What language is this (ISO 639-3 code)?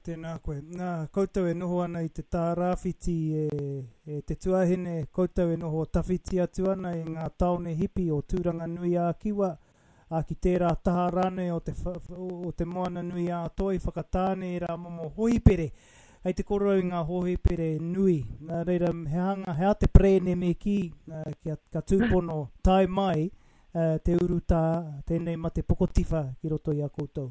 mri